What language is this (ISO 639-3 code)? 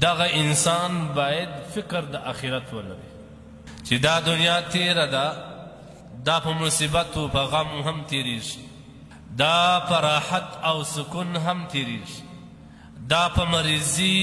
pus